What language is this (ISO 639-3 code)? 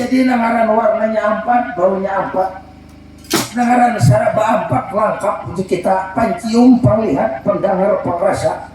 bjn